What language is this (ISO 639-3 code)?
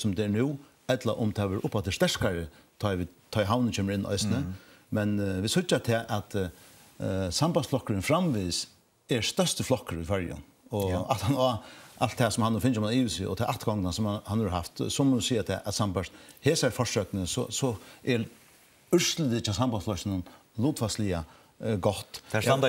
fao